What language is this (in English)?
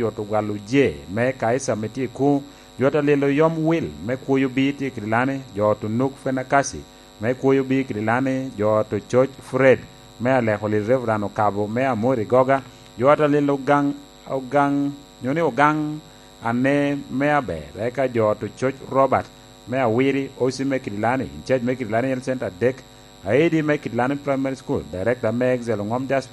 Lango (Uganda)